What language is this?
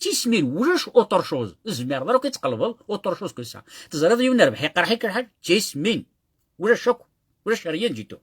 Kabyle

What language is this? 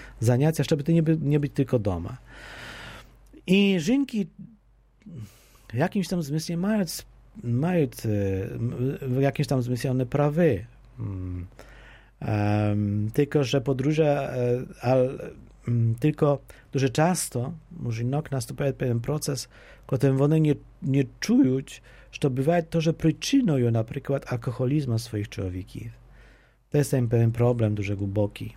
Polish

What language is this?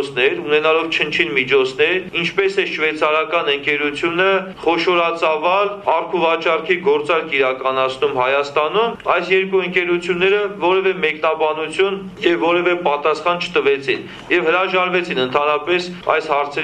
Armenian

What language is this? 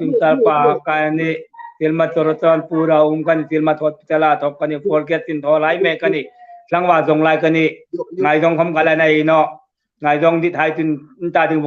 Hmar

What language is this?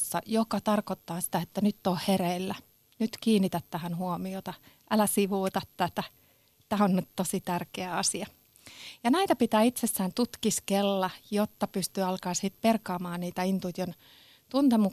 Finnish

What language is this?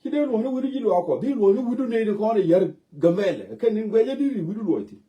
Nuer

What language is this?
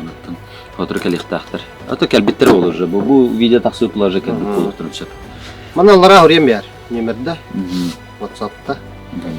Yakut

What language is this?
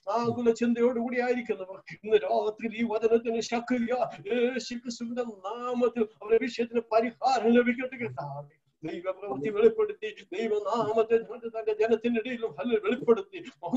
Malayalam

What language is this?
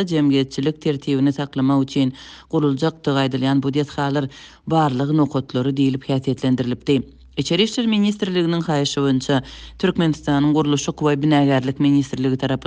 Turkmen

